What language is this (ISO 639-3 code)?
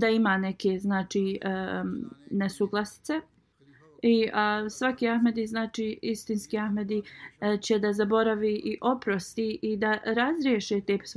bos